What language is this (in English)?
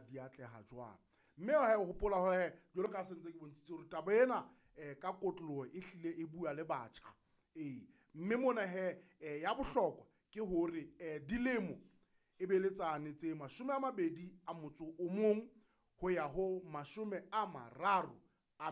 Southern Sotho